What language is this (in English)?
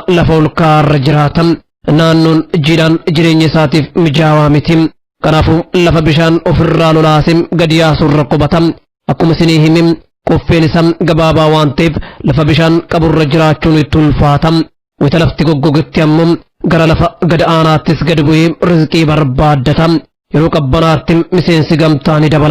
Oromo